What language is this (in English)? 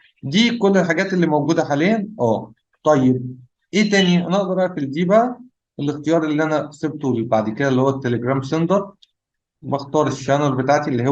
Egyptian Arabic